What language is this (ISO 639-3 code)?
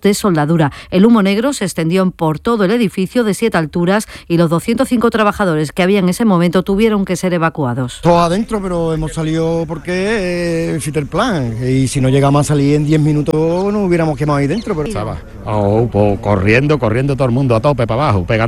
spa